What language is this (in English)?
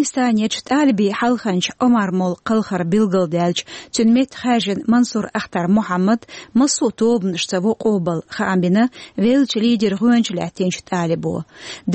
Chechen